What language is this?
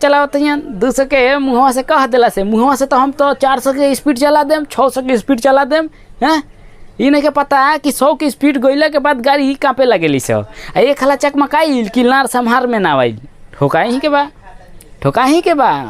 Bhojpuri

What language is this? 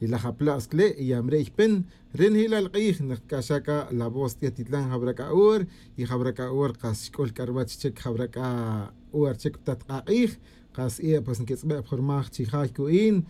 Tz'utujil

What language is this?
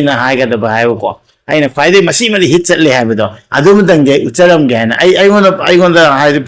Manipuri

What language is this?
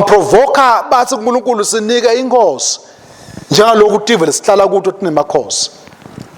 Swati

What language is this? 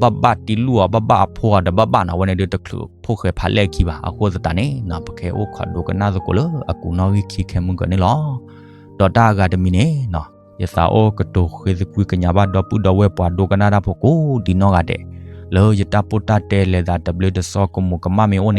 S'gaw Karen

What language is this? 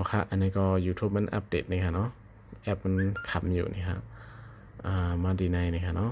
Shan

